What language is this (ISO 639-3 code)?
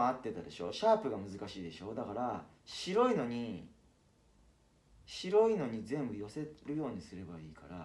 jpn